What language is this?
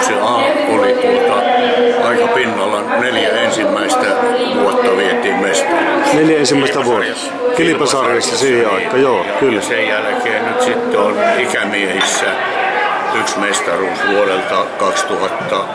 Finnish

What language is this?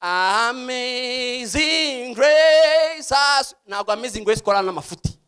Rundi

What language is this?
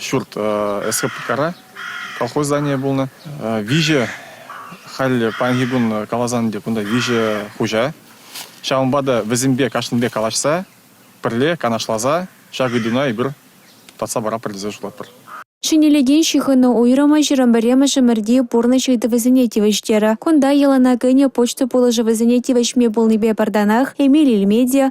Chuvash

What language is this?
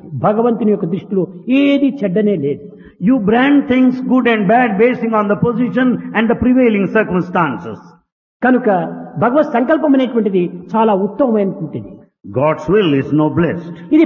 Telugu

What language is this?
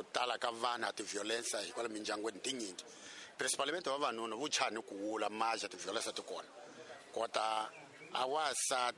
Tsonga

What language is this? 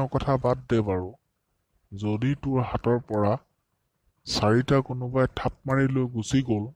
Assamese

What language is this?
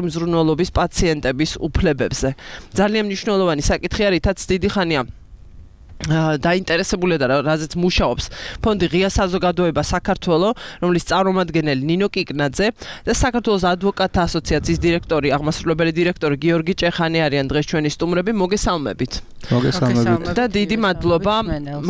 Georgian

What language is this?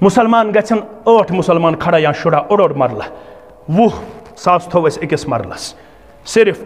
Kashmiri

